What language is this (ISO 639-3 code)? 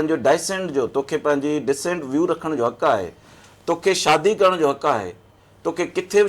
snd